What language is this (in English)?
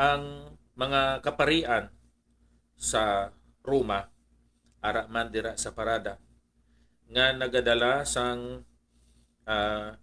Hiligaynon